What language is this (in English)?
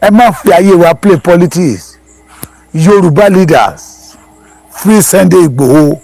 Yoruba